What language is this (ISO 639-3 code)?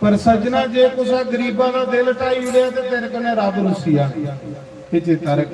doi